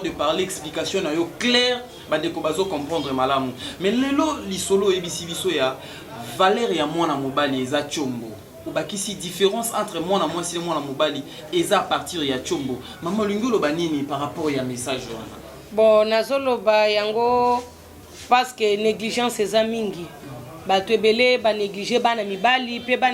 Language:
Lingala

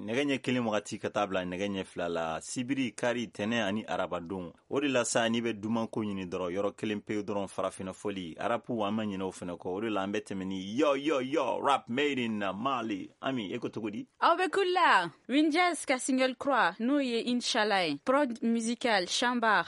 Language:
Bambara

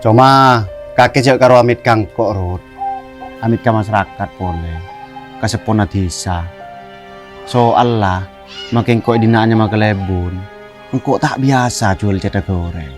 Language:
Madurese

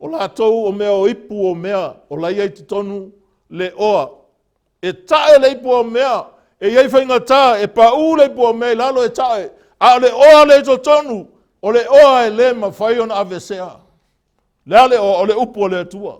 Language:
Samoan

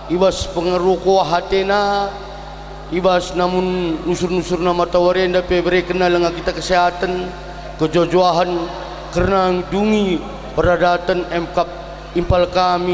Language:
Batak Karo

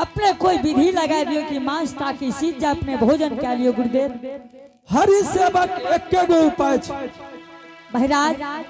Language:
Angika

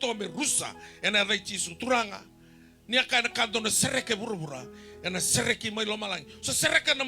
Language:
Fijian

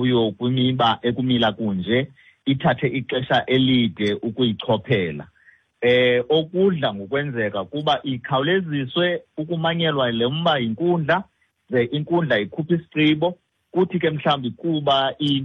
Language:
Xhosa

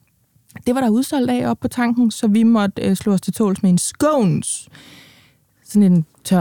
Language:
Danish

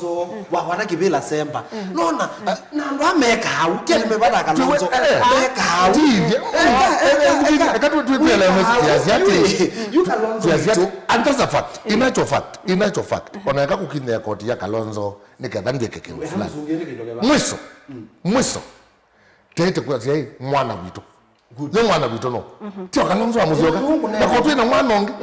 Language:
Kamba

